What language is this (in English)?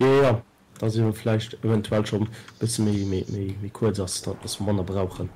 Luxembourgish